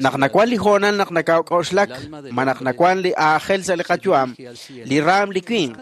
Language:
Kekchí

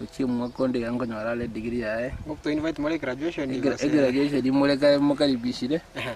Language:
Gusii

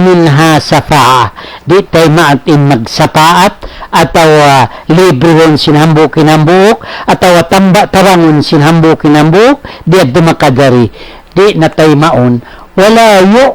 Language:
Tausug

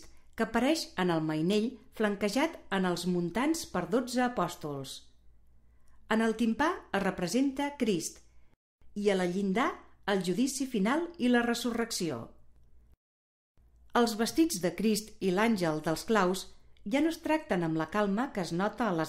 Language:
Catalan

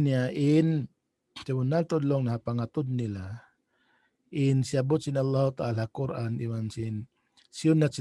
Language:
Tausug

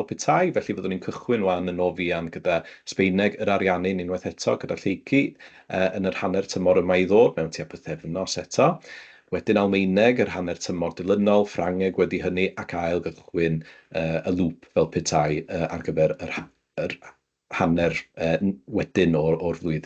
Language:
Welsh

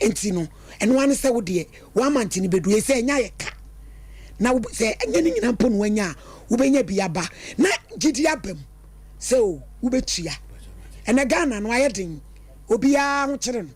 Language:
Akan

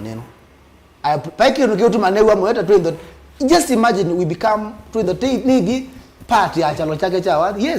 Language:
Kamba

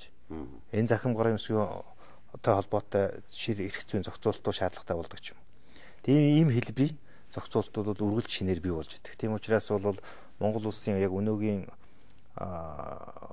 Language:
Mongolian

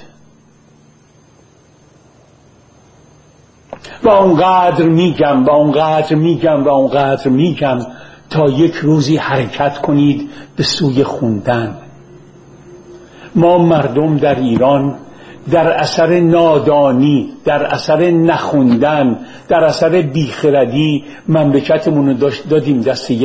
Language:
Persian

